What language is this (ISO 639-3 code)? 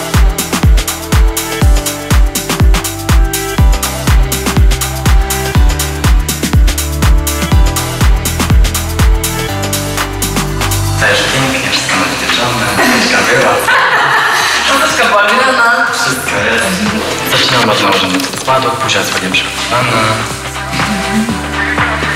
pol